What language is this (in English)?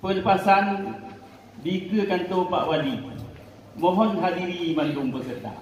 Achinese